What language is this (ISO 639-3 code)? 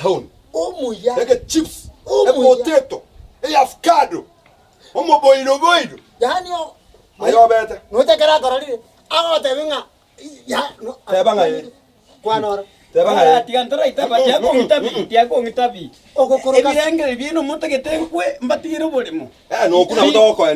guz